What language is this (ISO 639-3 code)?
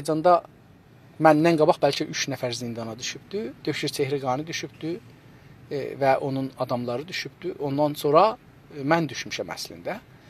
azb